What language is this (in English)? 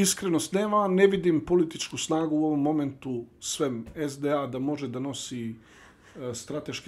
Bosnian